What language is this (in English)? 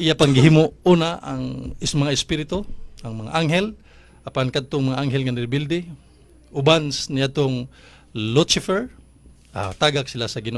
Cebuano